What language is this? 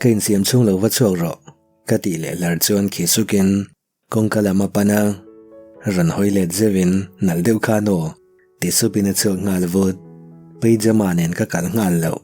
Mizo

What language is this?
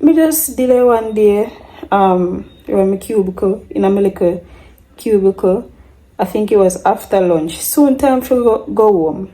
Jamaican Creole English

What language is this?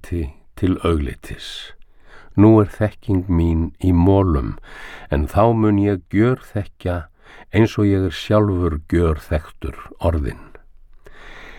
Icelandic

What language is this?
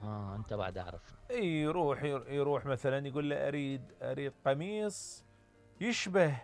Mesopotamian Arabic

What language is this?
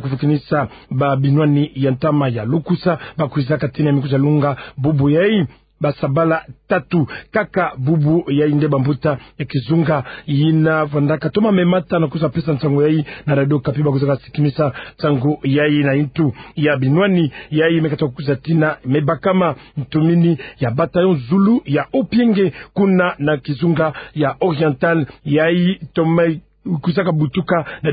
Kituba (Democratic Republic of Congo)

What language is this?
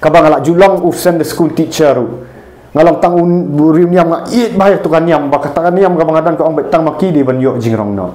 Khasi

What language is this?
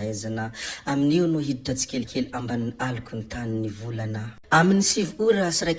Malagasy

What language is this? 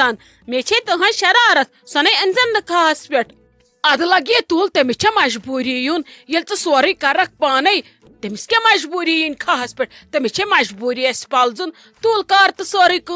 Kashmiri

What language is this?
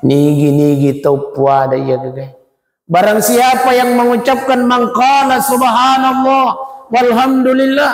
Buginese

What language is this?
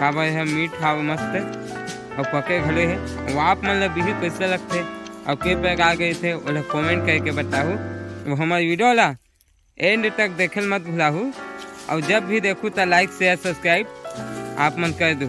Chhattisgarhi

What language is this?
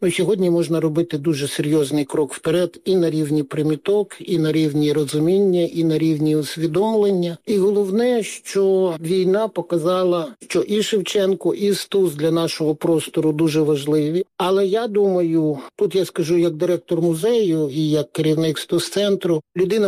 Ukrainian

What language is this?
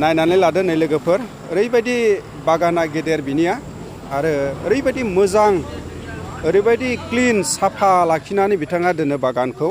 Bodo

